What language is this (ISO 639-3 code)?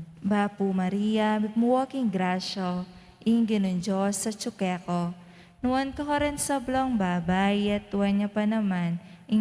pam